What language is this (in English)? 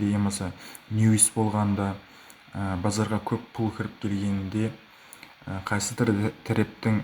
Kara-Kalpak